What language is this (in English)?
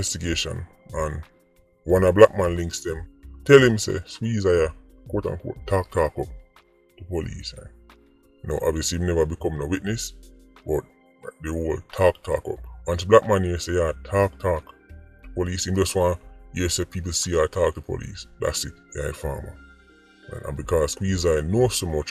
Jamaican Creole English